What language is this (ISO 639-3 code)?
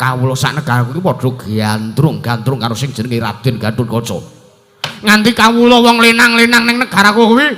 jav